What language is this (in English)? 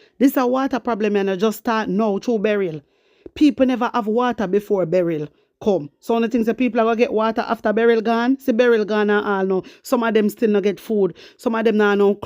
Jamaican Creole English